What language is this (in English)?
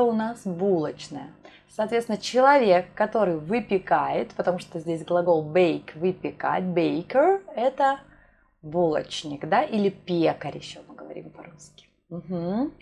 Russian